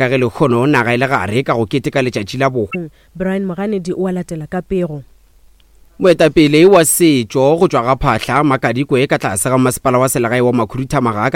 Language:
Northern Sotho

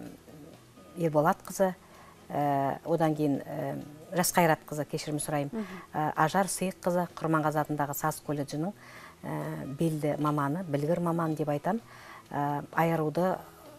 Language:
Kazakh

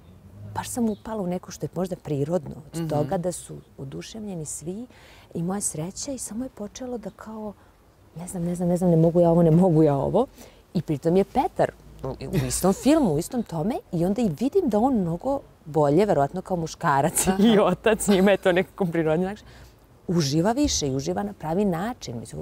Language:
Serbian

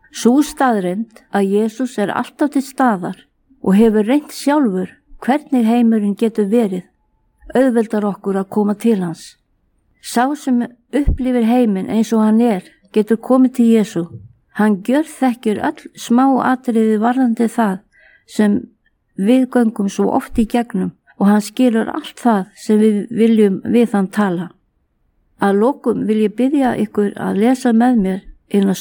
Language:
Icelandic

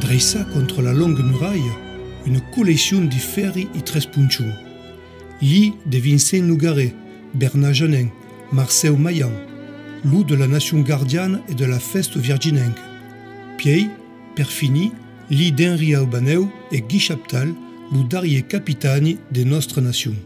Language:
Occitan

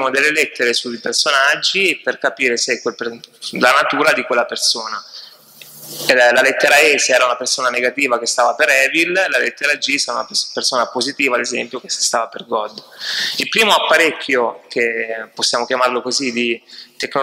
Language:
Italian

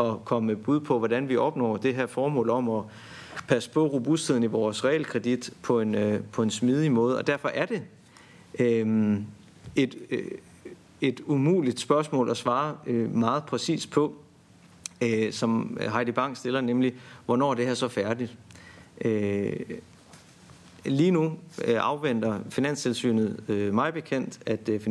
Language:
Danish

